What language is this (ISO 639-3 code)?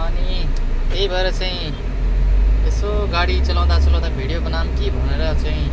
nep